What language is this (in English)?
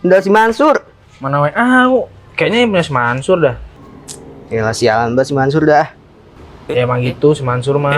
Betawi